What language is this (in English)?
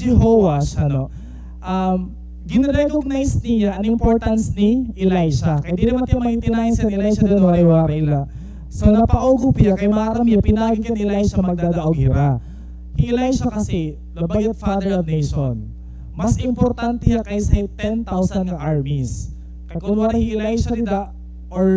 Waray